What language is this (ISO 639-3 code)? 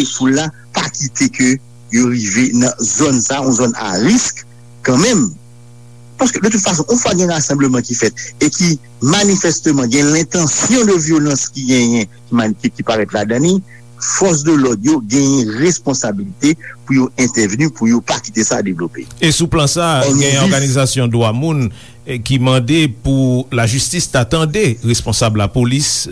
hat